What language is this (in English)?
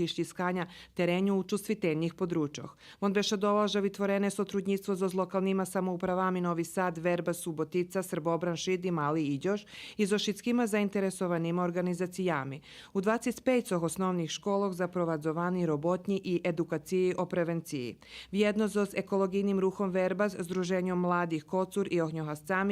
Rusyn